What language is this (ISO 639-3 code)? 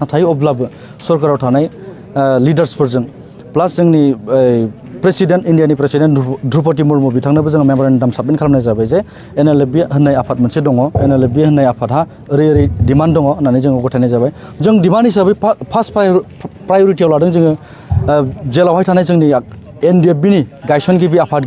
brx